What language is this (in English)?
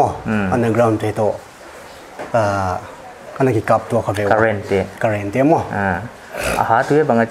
Paite Chin